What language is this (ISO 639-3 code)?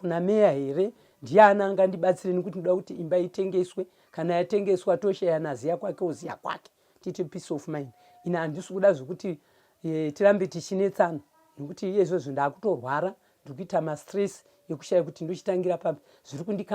sna